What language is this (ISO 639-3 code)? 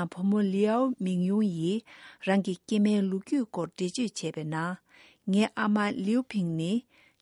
bod